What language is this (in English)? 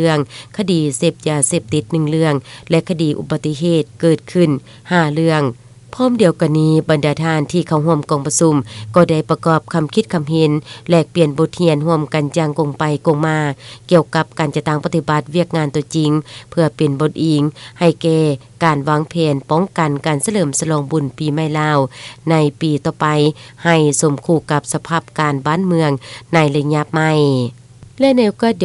Lao